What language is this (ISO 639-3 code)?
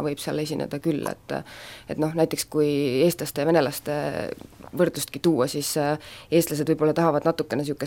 est